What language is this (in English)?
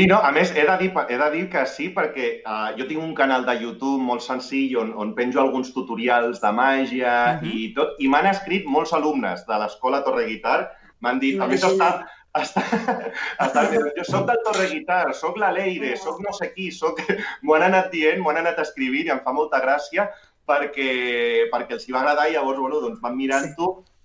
Catalan